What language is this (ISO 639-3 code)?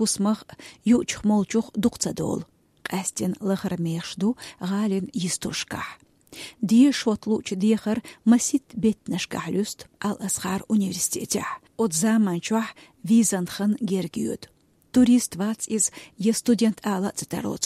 che